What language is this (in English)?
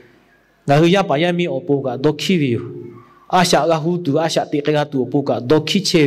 Lahu